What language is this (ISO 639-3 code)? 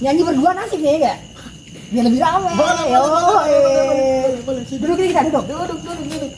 bew